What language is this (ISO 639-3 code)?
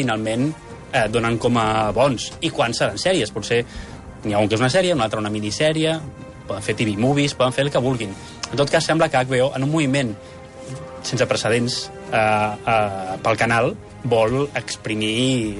cat